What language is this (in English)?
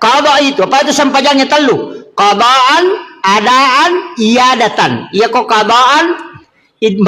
Buginese